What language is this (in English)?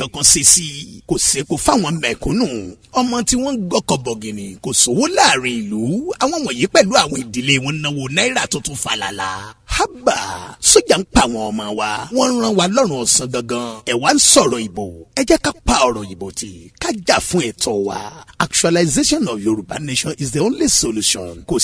Yoruba